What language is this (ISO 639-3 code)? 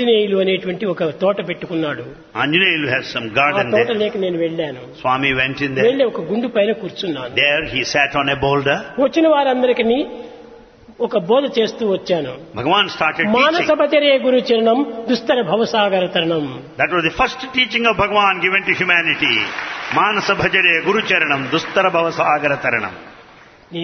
tel